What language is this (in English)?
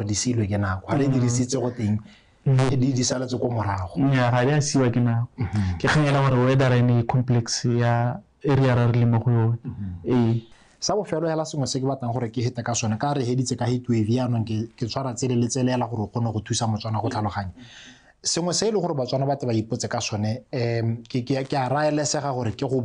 Tswana